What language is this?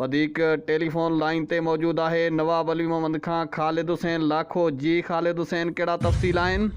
Sindhi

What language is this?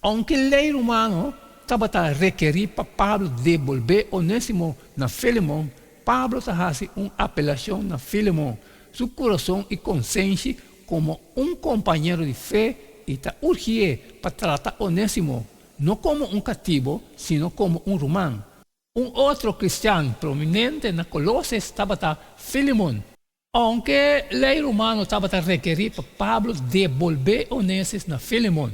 Papiamento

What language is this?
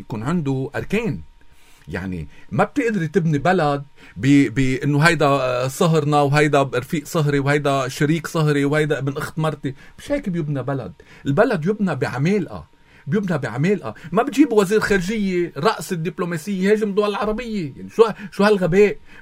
North Levantine Arabic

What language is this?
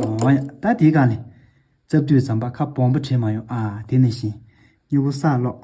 Tibetan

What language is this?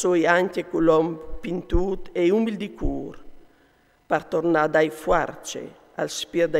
Friulian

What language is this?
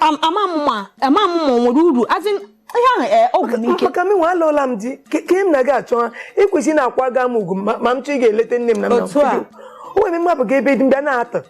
Igbo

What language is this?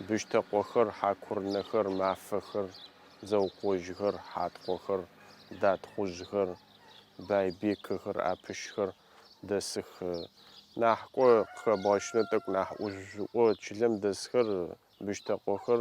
Adyghe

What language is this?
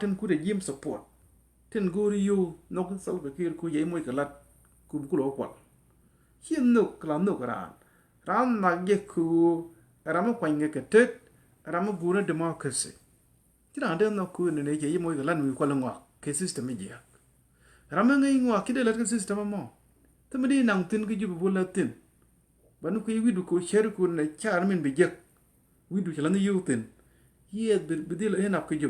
Nuer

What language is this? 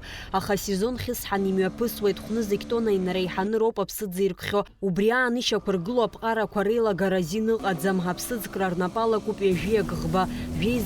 Abkhazian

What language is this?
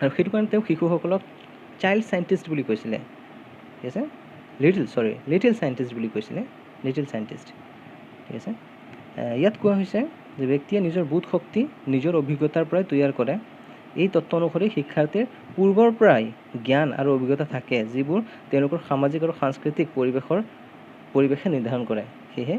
Assamese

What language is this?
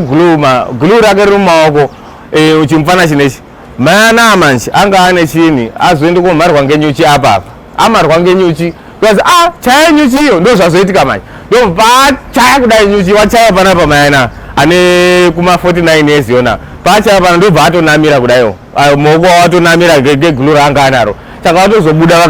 Shona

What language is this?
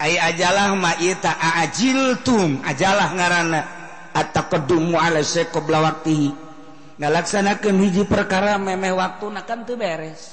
Sundanese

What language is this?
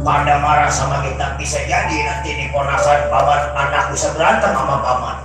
Betawi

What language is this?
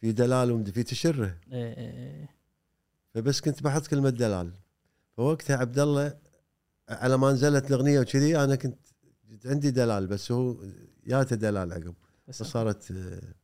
Gulf Arabic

